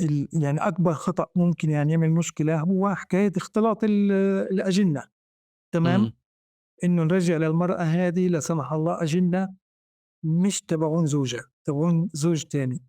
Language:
North Levantine Arabic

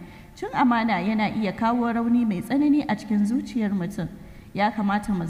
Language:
Hausa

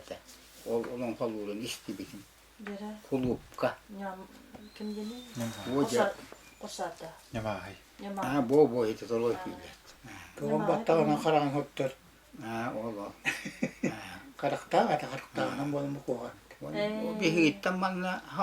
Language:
Yakut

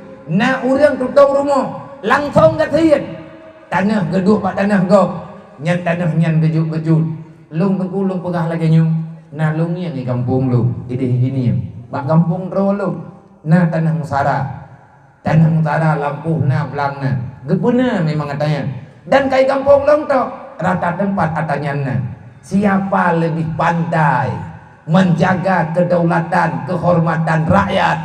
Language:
Achinese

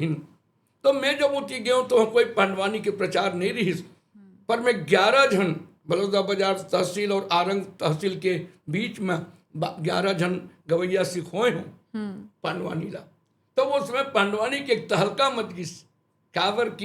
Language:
Chhattisgarhi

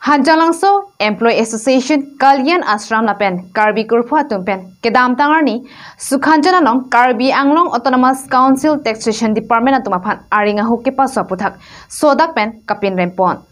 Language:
Karbi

